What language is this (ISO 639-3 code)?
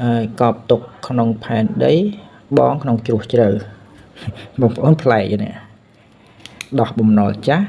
khm